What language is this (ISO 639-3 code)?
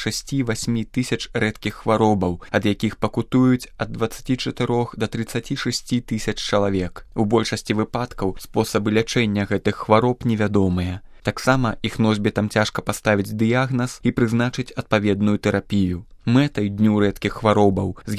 bel